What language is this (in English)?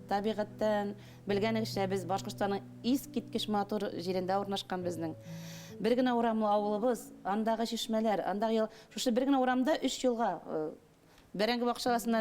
Bashkir